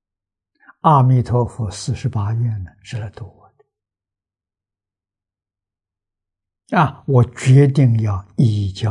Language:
Chinese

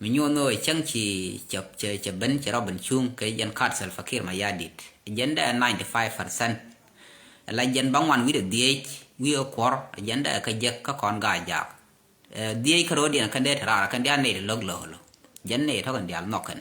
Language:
Nuer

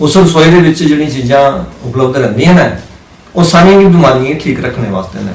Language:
Dogri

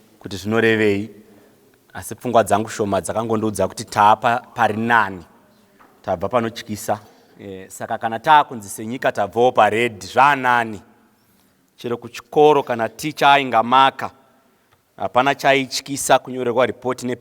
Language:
Shona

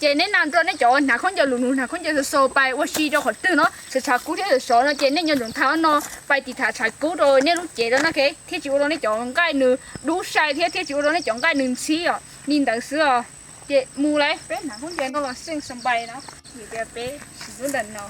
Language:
Hmong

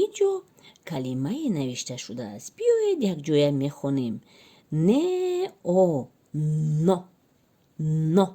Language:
Tajik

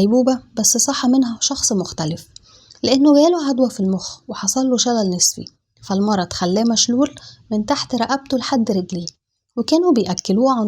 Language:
Egyptian Arabic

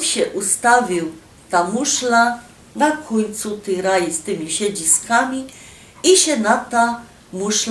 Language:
Silesian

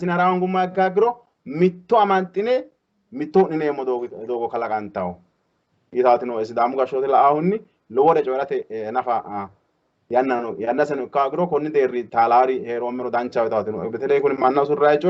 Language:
Sidamo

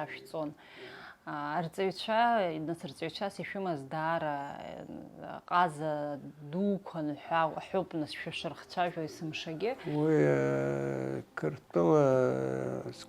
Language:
Abkhazian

